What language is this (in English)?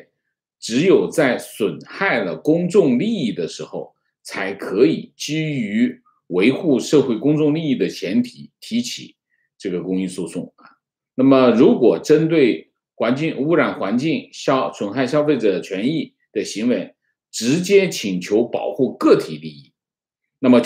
Chinese